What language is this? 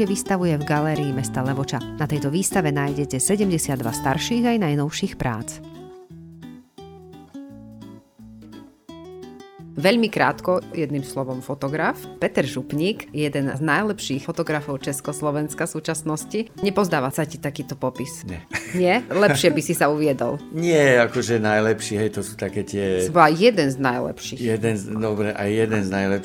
Slovak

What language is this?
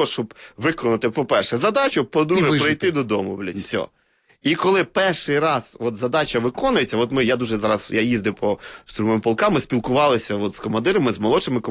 Ukrainian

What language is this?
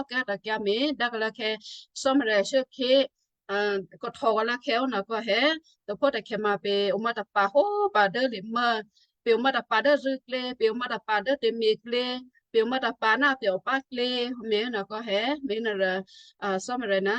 Western Kayah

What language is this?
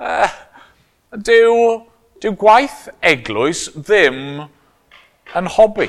Welsh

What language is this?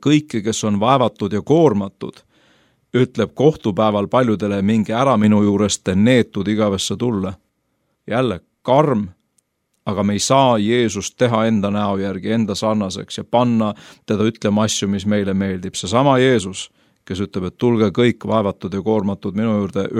Estonian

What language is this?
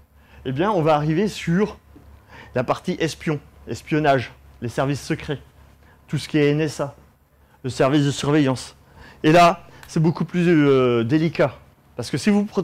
French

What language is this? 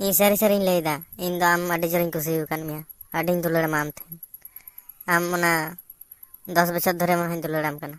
Santali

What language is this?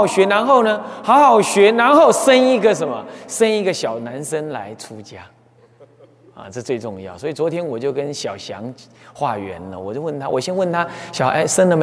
Chinese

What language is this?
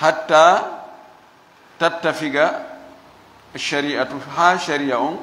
Fula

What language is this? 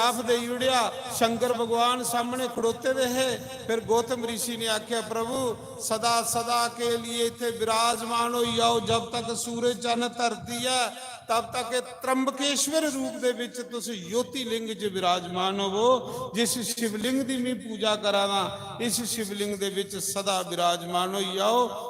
Dogri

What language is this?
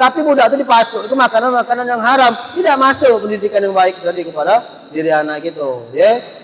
Musi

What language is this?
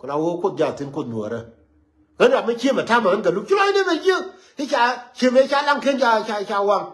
Nuer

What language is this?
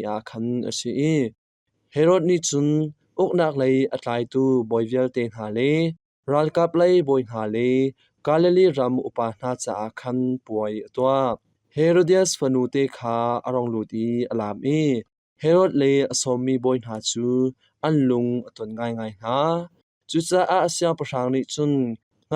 Hakha Chin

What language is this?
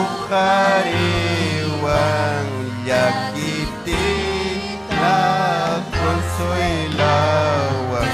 Ayacucho Quechua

